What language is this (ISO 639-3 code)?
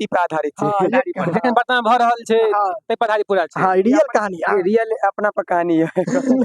mai